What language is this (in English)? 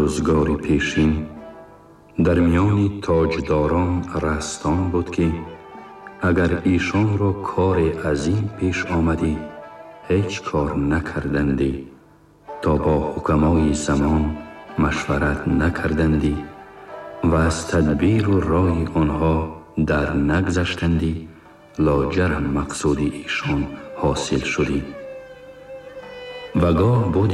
Tajik